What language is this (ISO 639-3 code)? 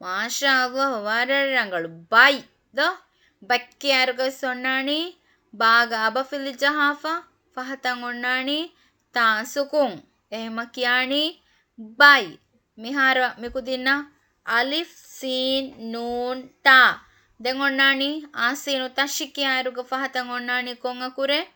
div